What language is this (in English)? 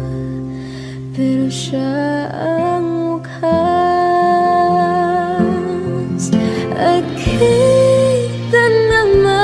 Filipino